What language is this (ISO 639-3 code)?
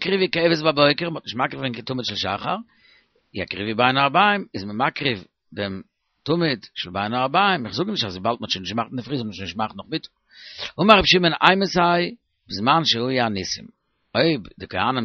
yid